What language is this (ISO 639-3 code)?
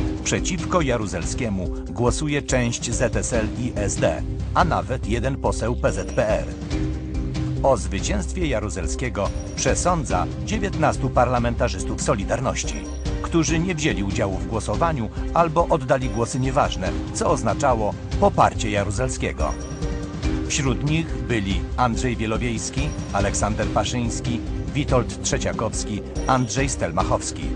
pol